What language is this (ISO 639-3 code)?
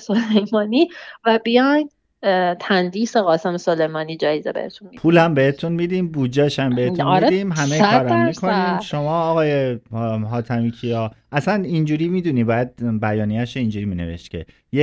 fas